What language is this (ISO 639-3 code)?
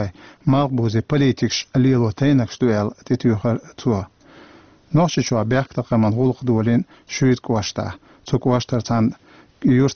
che